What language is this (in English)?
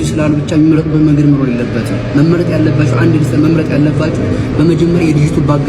Amharic